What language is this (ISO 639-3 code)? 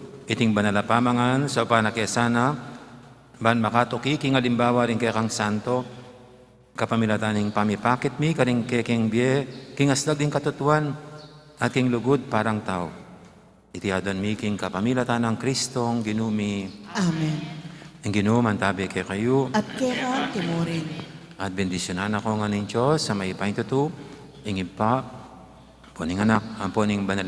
pam